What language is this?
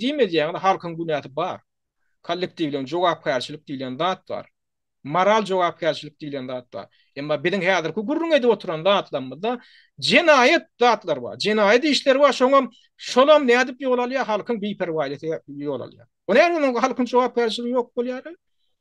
Turkmen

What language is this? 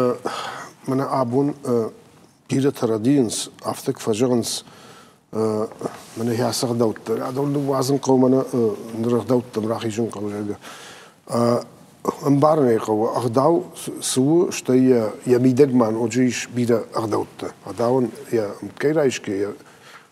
Ossetic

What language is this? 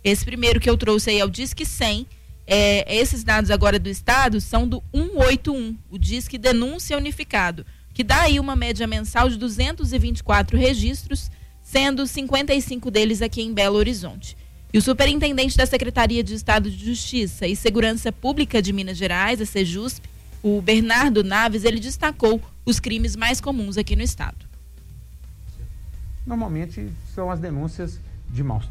Portuguese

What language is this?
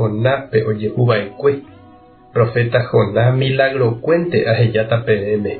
Guarani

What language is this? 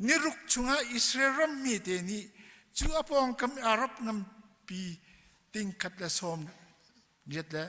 Hakha Chin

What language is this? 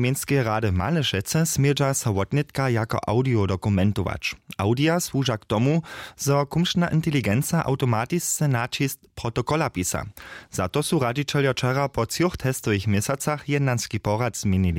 Upper Sorbian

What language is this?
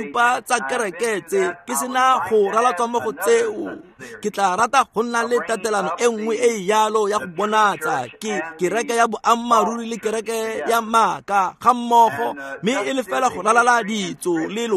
Tswana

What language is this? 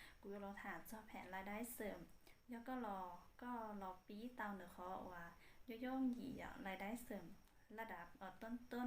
Hmong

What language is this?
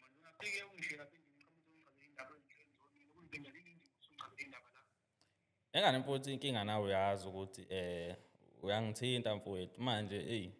Zulu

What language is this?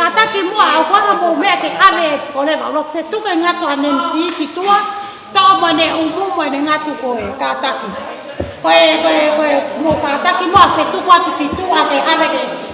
Tongan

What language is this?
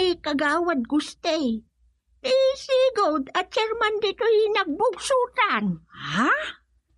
Iloko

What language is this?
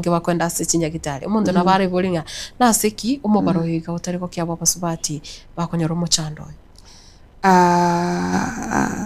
Gusii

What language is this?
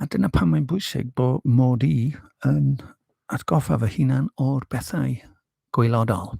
Welsh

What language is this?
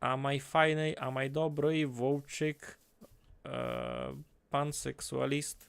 Rusyn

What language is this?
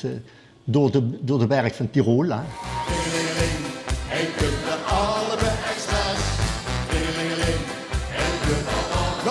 Limburgish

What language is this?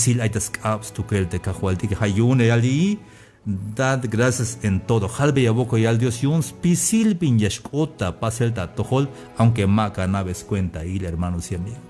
Tzeltal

